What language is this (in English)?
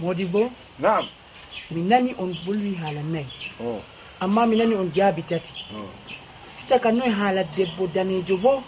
Fula